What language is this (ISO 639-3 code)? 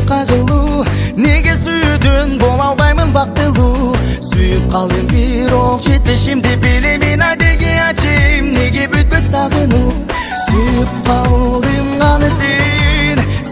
kaz